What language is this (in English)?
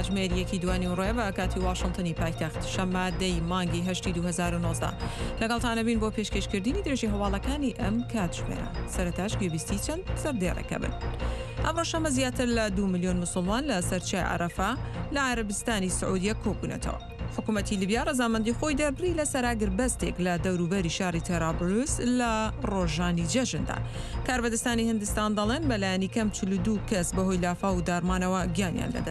Central Kurdish